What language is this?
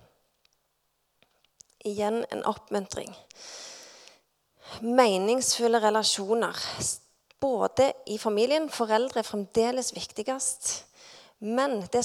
Norwegian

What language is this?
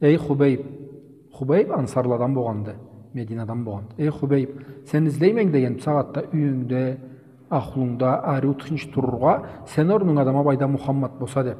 Karachay-Balkar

